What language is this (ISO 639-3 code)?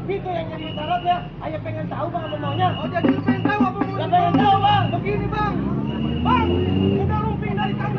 bew